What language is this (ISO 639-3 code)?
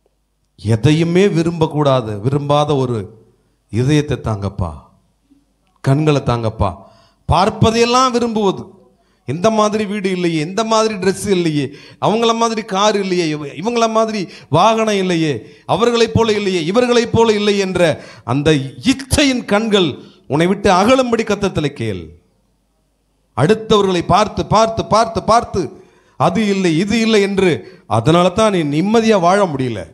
tam